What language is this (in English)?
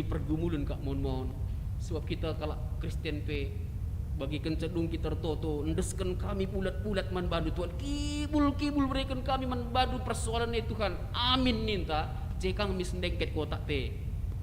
Batak Karo